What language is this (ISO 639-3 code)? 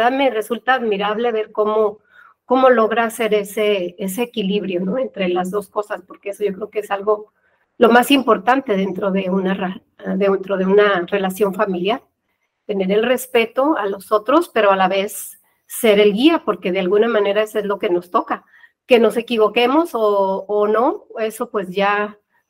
spa